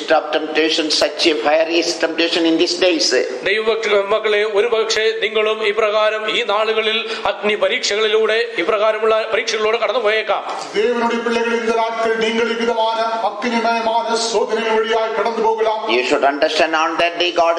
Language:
Malayalam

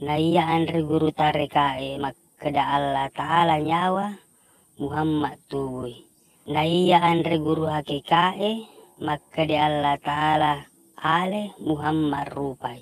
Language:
Buginese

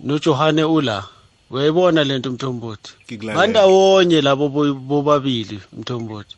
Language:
South Ndebele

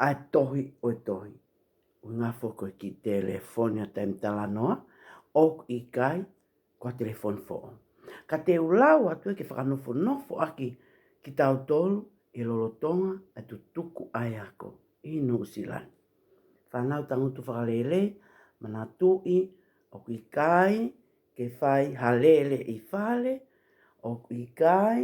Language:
Tongan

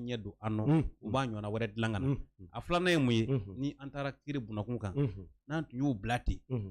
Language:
Bambara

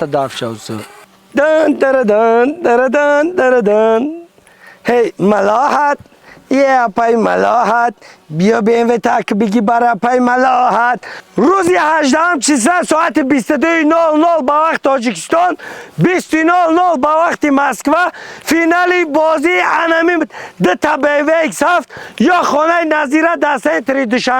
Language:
Tajik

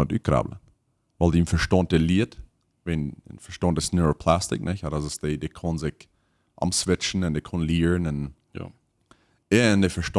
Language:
Plautdietsch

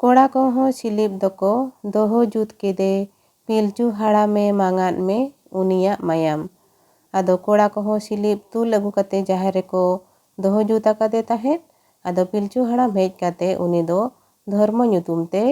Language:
Santali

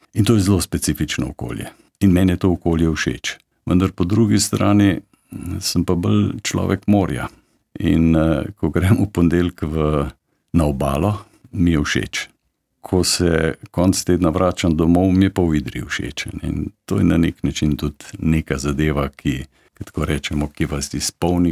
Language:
Slovenian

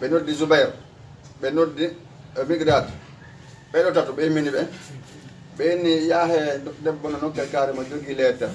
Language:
Fula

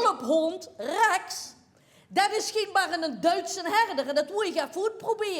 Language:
Limburgish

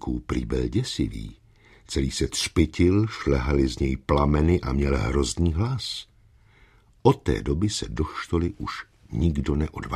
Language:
Czech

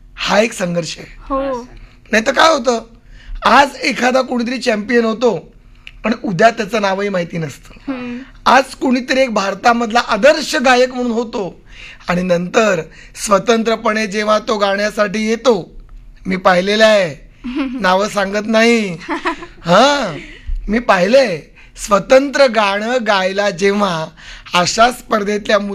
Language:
Marathi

